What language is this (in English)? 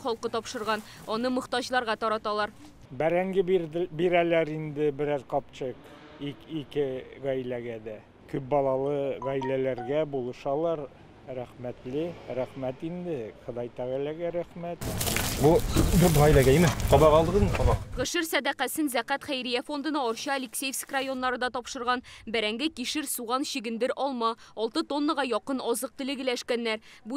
Tatar